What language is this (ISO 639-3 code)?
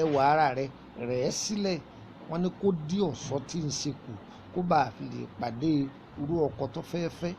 yor